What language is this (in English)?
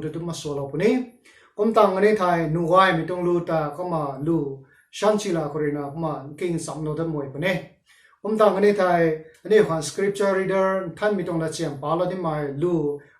Rongmei Naga